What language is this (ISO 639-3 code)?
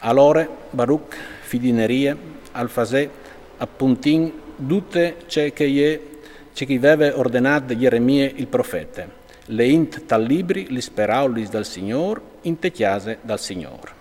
fur